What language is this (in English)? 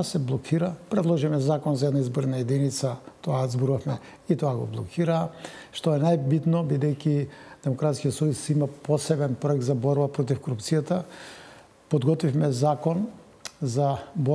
Macedonian